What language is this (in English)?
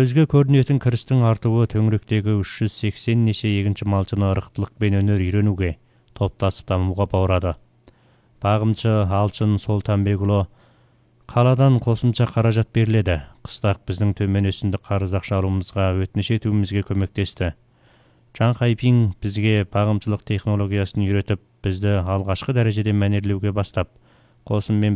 Kyrgyz